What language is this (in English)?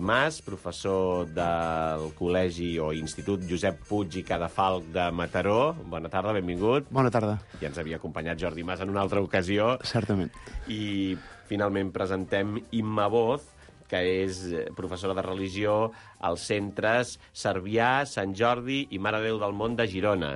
Catalan